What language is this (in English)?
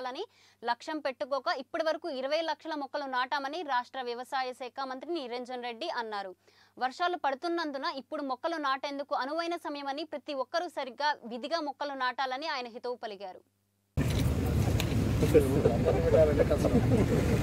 Telugu